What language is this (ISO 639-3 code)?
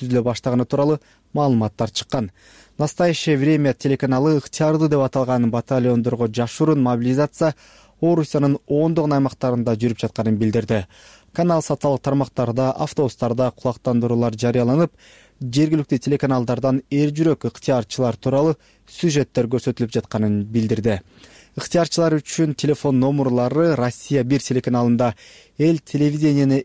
kir